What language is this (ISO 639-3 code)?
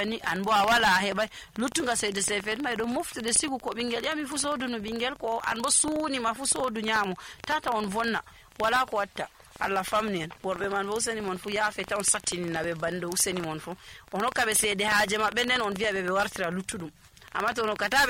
fuv